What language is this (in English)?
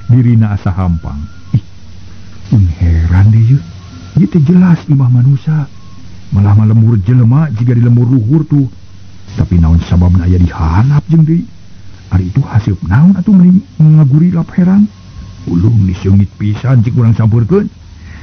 Sundanese